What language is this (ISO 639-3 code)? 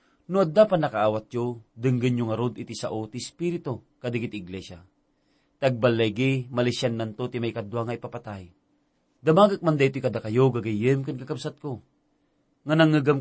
ilo